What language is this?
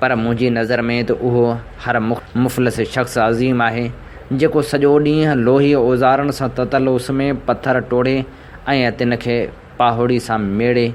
Sindhi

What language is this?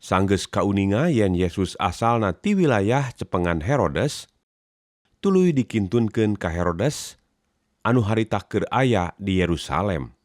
Sundanese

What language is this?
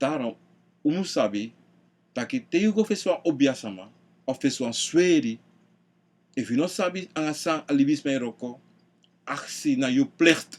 Sranan Tongo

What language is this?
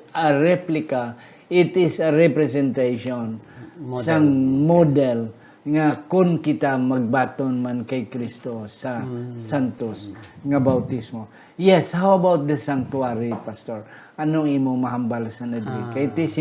Hiligaynon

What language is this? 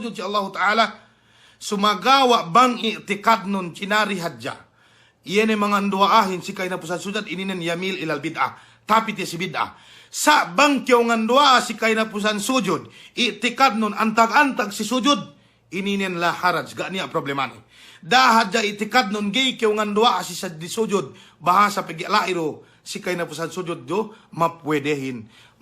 Yakan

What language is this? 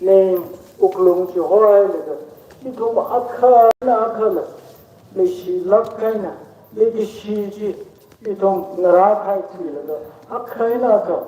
Tangkhul Naga (India)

